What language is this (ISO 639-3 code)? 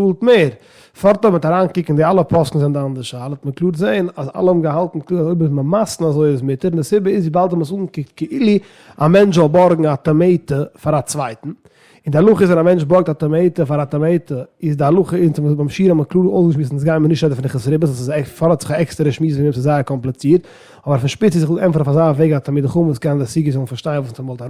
yid